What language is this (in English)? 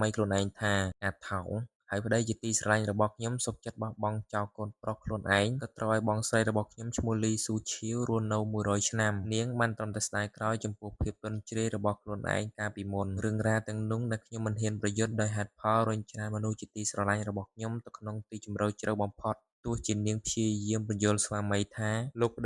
Khmer